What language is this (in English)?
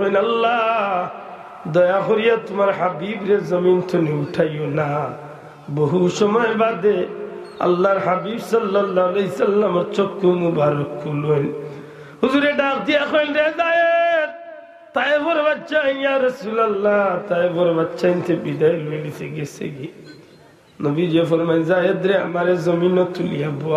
Sylheti